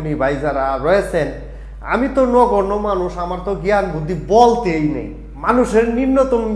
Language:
Bangla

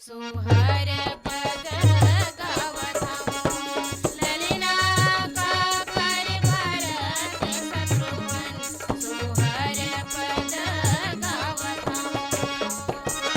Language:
Chhattisgarhi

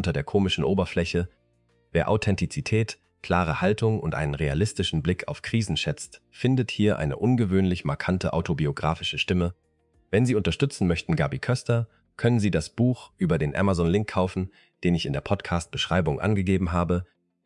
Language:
German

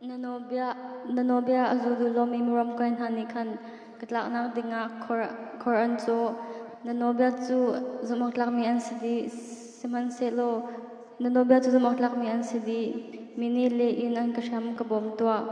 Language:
Hakha Chin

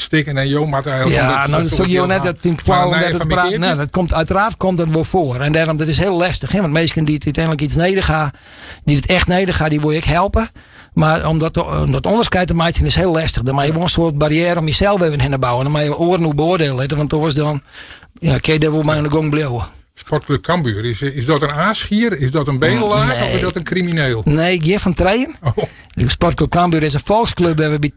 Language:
Western Frisian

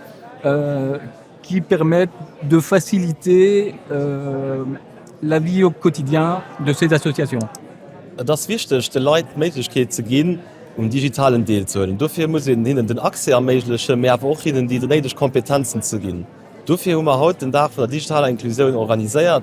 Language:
Luxembourgish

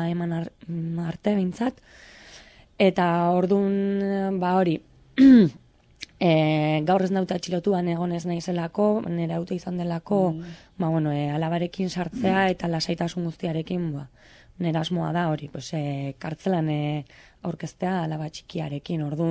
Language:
Basque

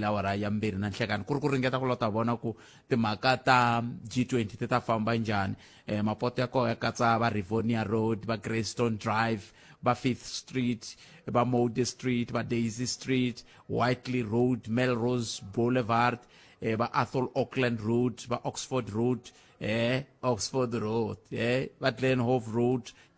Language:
Tsonga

